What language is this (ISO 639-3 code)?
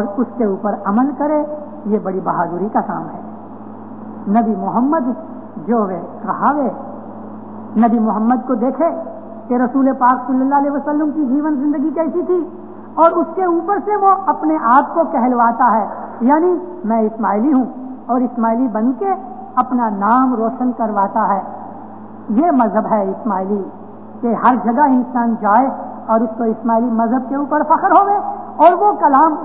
urd